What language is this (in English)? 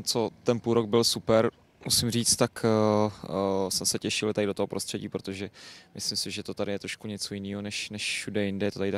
Czech